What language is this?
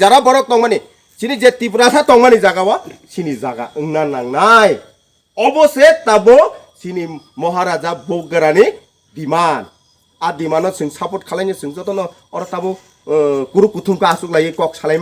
Kok Borok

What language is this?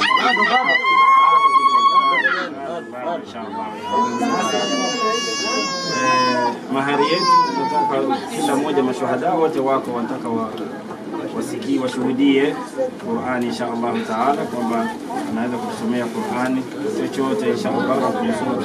Swahili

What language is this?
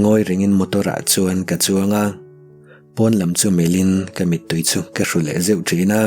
Mizo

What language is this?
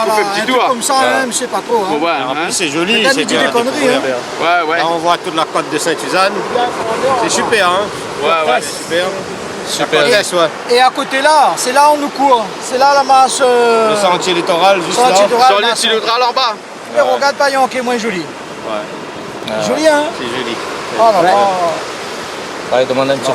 Réunion Creole French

